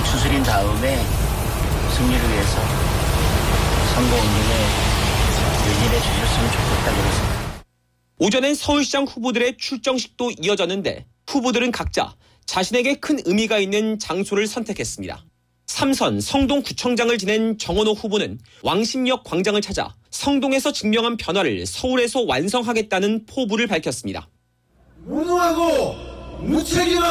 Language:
Korean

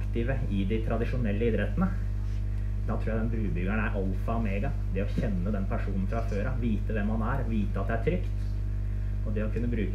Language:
Norwegian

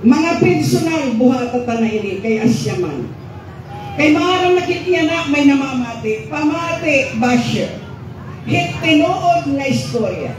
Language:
Waray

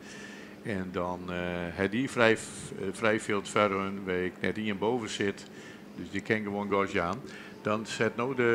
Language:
Western Frisian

